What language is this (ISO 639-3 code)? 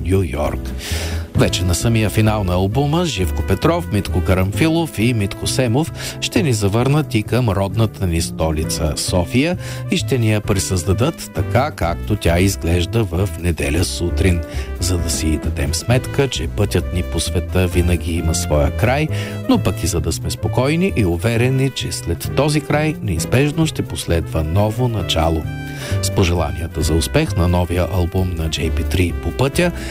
bul